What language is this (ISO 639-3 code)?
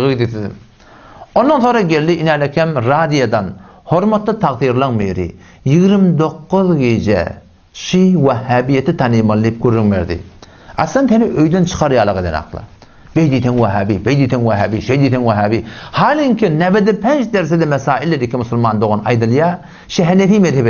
tuk